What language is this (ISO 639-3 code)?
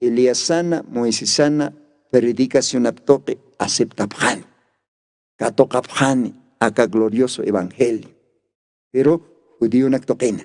aym